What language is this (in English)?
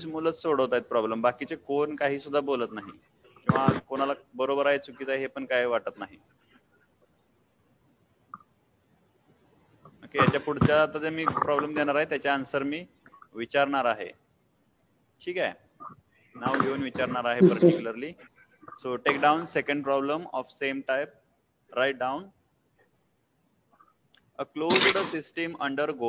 Marathi